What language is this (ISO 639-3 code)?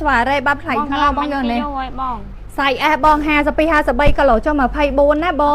khm